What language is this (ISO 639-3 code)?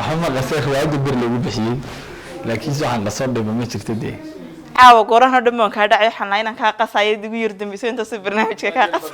som